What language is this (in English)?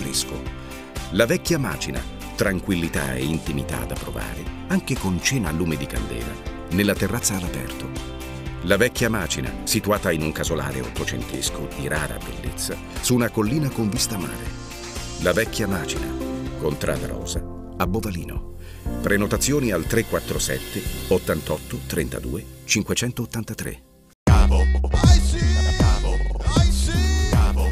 Italian